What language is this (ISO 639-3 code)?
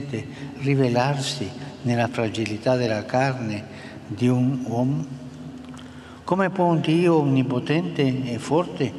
ita